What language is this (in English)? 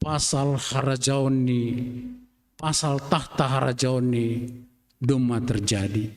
Batak Simalungun